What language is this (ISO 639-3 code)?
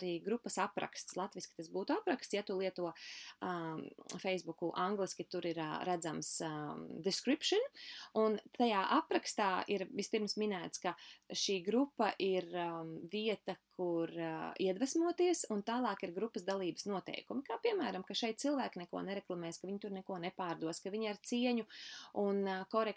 lav